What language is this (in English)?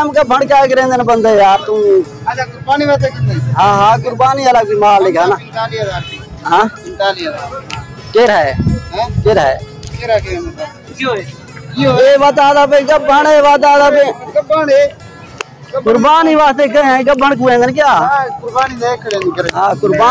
Saraiki